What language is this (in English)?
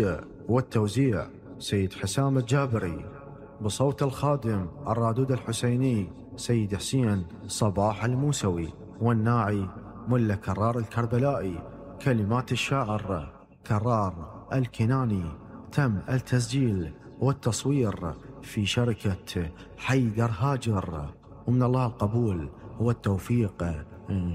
Mesopotamian Arabic